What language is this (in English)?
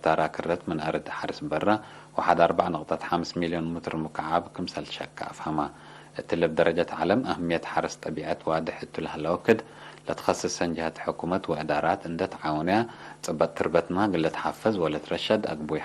Tigre